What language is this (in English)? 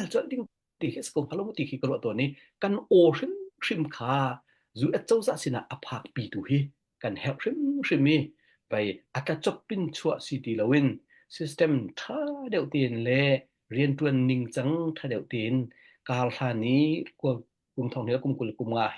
Hakha Chin